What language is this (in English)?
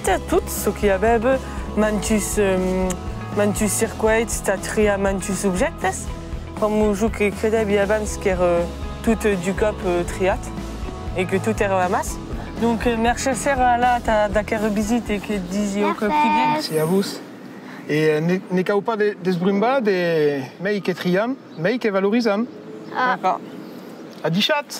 Occitan